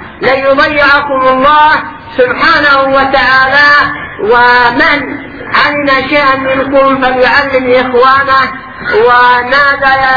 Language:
Arabic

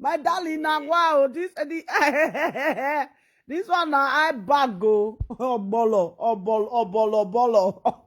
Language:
Nigerian Pidgin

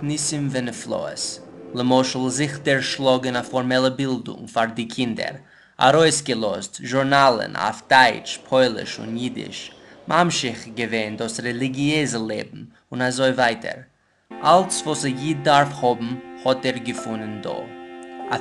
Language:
Yiddish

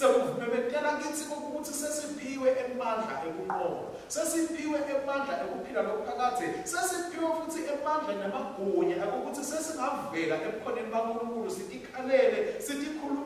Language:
Swati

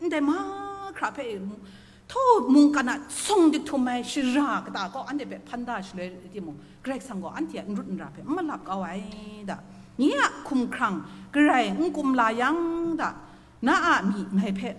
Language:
Kachin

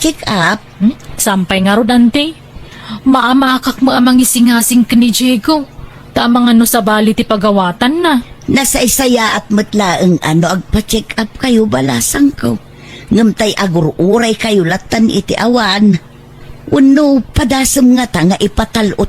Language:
Iloko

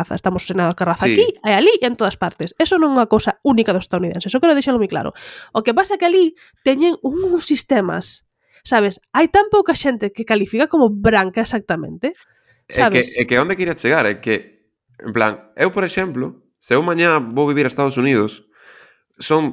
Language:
Galician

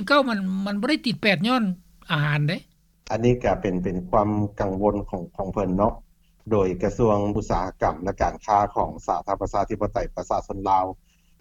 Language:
Lao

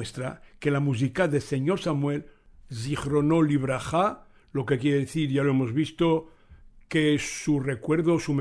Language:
Ladino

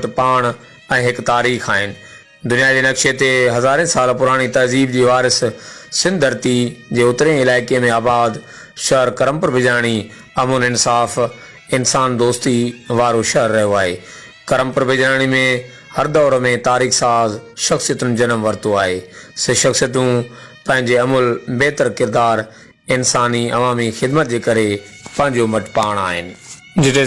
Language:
Sindhi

